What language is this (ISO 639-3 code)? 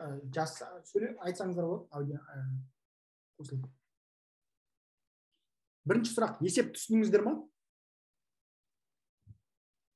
kaz